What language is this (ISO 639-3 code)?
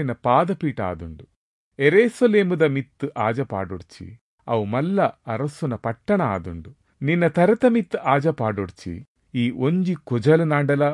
tcy